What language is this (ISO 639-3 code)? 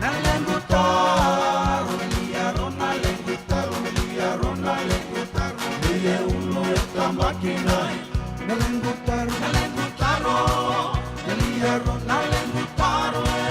fij